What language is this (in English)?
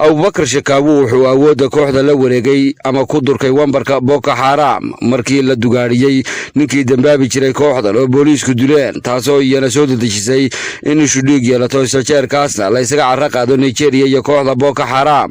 Somali